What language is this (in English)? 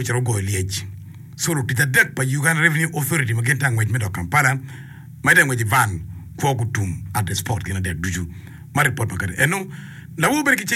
Acoli